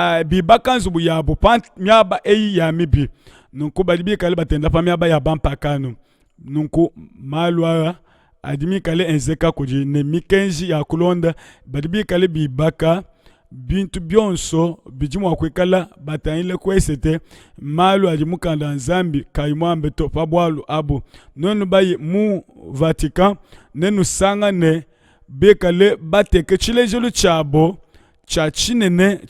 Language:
Luba-Lulua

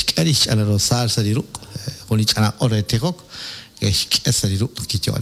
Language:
Kekchí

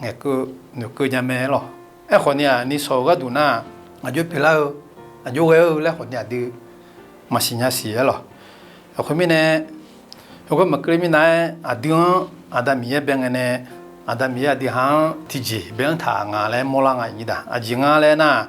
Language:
Akha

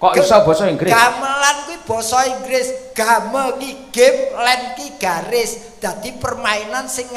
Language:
Javanese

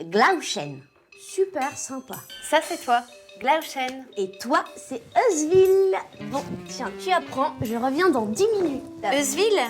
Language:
Breton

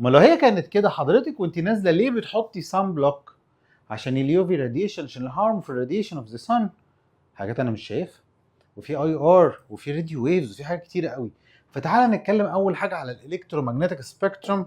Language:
Egyptian Arabic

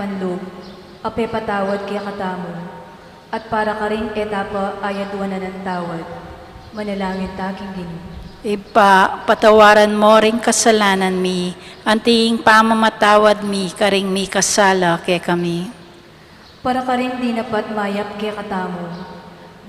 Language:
Pampanga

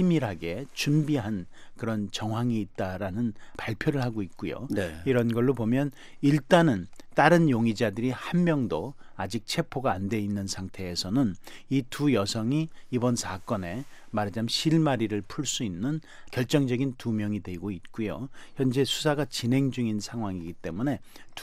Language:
Korean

